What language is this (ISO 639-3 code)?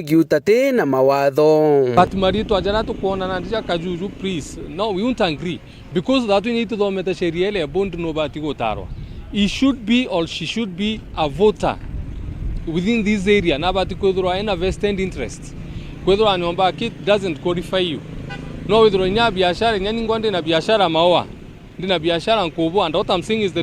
mer